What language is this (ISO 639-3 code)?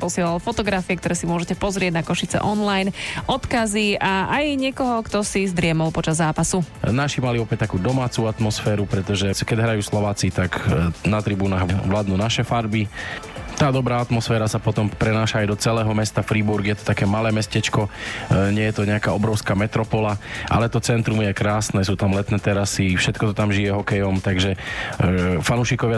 slk